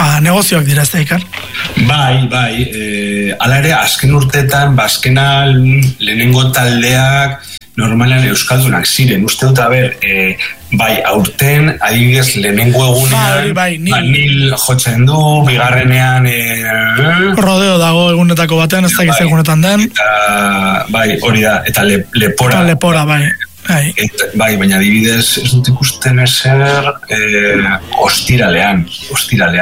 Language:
Basque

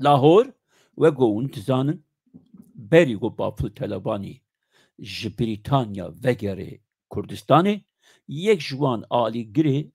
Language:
Kurdish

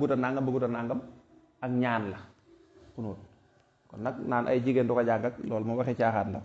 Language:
Wolof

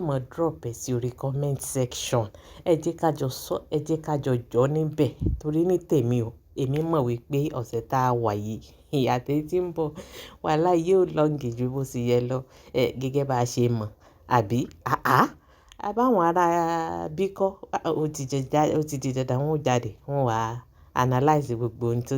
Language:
Yoruba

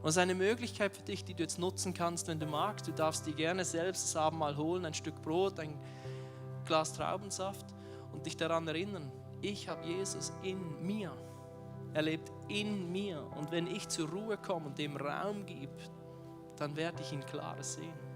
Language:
Swiss German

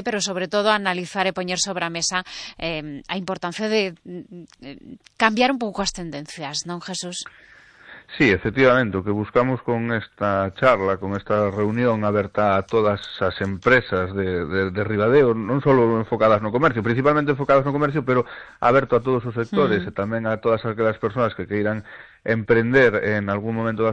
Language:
Galician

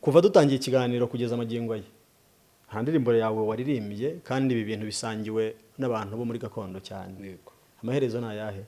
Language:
Kinyarwanda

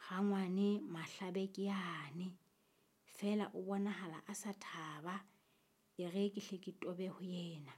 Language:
Southern Sotho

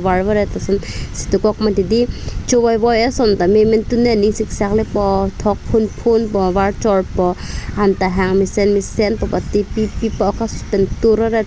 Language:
Karbi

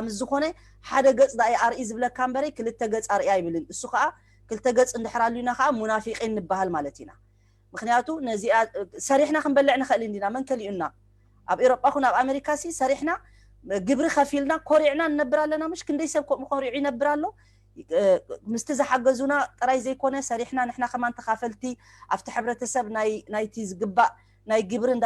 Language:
Tigrinya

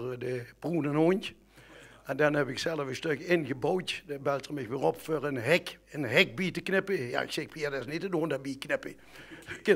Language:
Limburgish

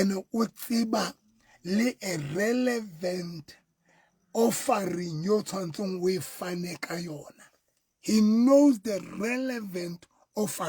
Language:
Southern Sotho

